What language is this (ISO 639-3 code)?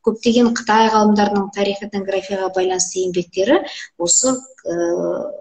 kaz